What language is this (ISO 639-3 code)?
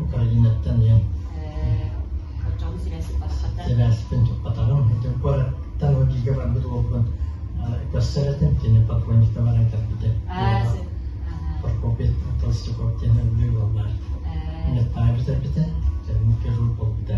sah